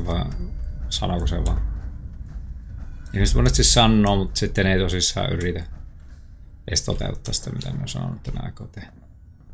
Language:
Finnish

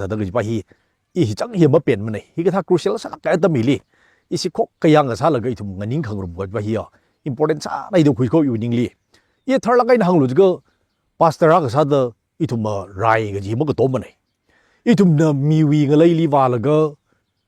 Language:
Tangkhul Naga (India)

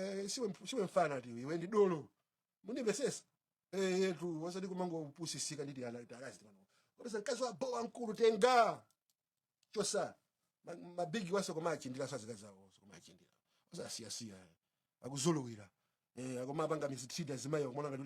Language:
Nyanja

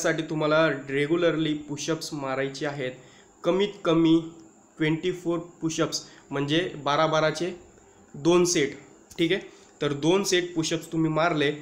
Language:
Marathi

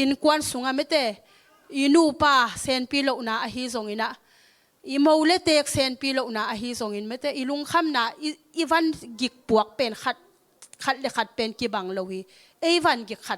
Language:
Tedim Chin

